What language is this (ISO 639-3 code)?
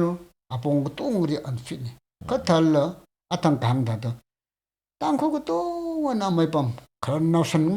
nmf